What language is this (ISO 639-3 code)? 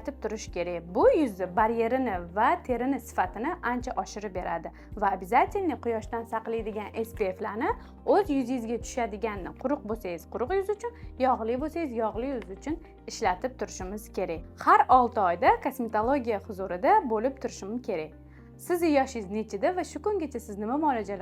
uzb